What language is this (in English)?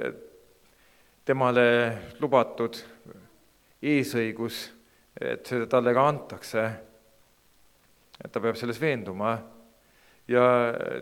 Estonian